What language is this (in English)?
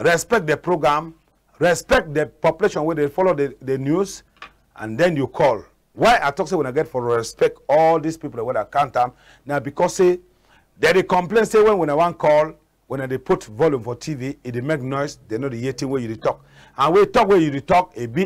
Cameroon Pidgin